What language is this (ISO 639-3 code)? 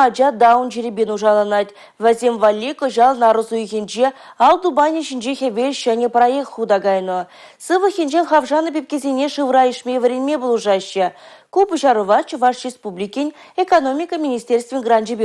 chv